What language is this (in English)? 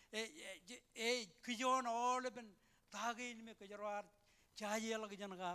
Marshallese